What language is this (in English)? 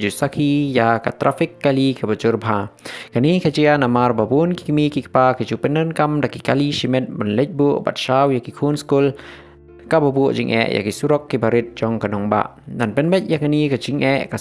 Khasi